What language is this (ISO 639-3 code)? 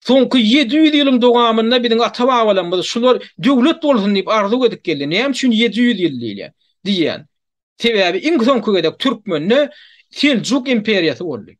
tuk